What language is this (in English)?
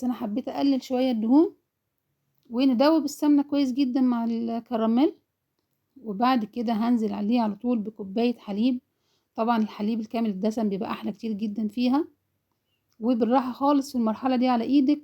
Egyptian Arabic